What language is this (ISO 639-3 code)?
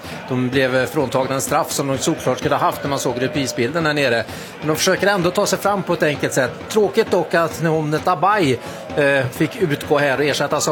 swe